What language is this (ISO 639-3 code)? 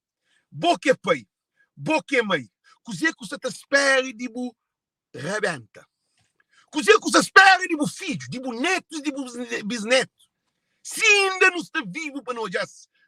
kea